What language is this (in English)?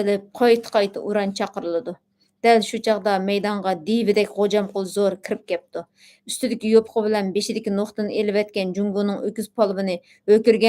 Uyghur